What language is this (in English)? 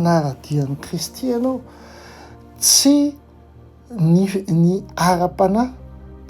Malagasy